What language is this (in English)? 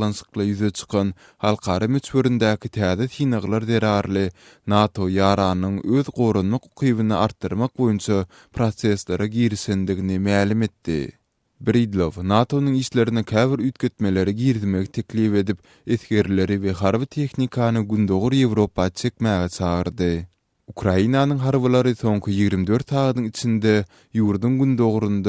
Turkmen